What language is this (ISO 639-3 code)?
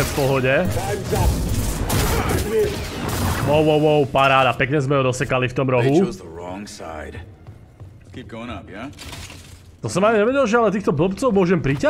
slk